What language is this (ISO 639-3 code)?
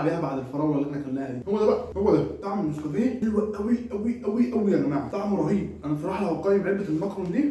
arz